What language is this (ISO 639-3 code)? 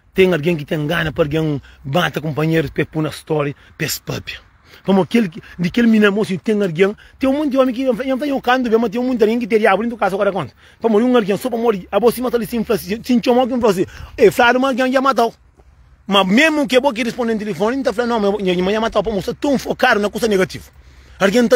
kea